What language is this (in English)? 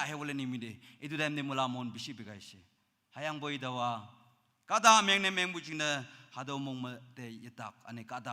Naga Pidgin